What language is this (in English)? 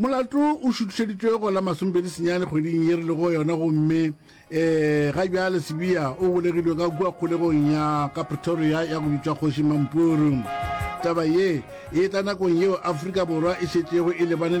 Northern Sotho